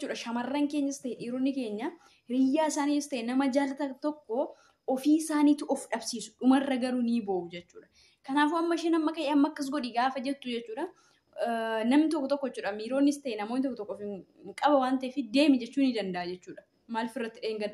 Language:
Oromo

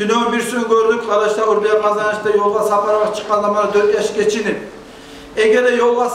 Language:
Kumyk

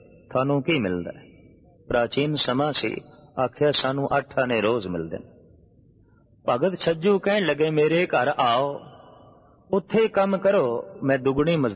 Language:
Punjabi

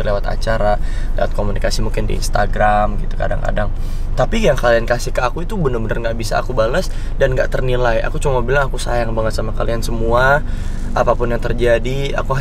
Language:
Indonesian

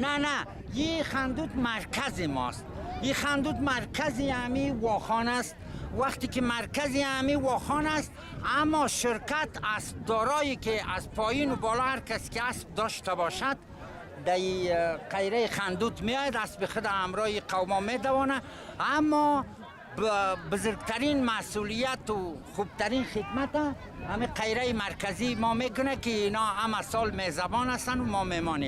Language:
Persian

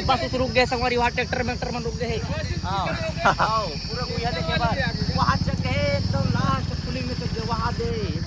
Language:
Chhattisgarhi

